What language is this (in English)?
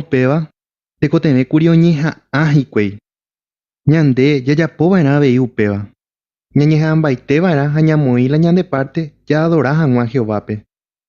Guarani